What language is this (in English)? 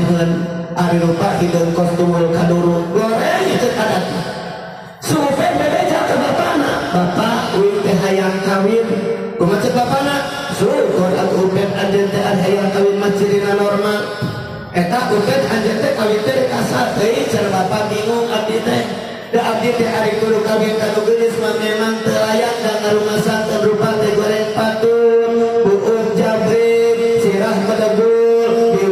Sundanese